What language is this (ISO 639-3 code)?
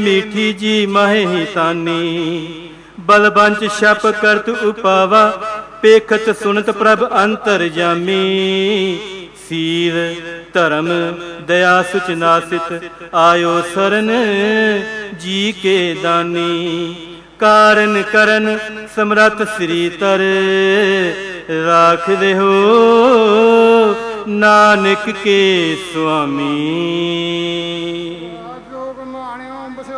pan